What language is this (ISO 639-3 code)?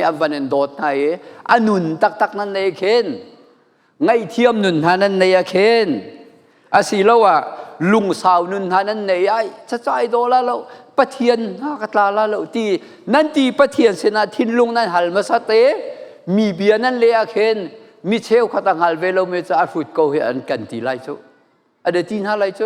cnh